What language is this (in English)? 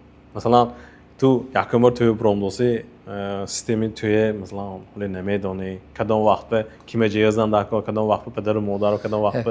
Tajik